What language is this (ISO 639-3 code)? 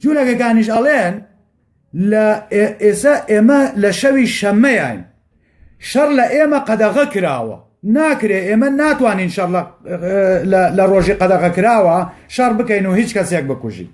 ckb